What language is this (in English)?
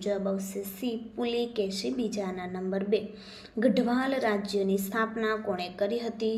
Gujarati